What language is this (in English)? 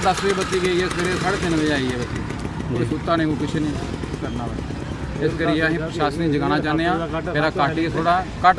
Dogri